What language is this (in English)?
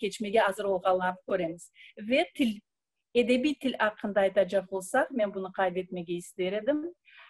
Crimean Tatar